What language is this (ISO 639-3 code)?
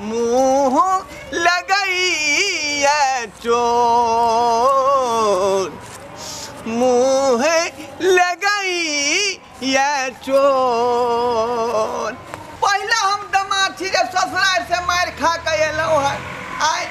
mai